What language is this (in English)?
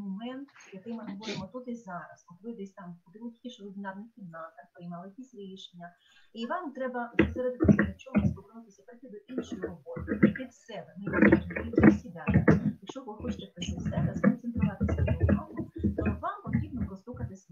Ukrainian